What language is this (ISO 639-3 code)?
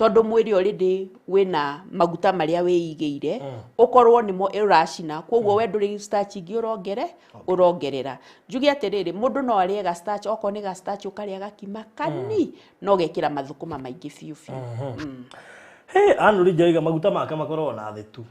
kik